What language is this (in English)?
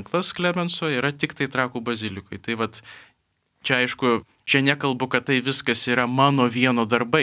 Lithuanian